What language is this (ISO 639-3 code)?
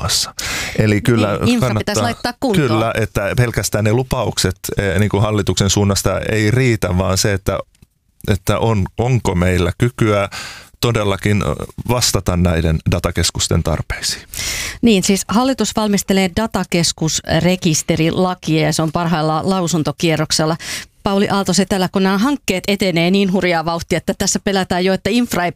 fin